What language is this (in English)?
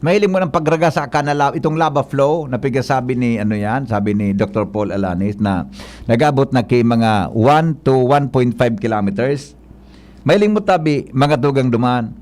Bikol